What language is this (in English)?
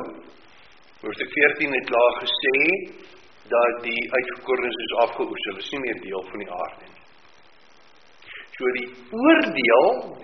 Afrikaans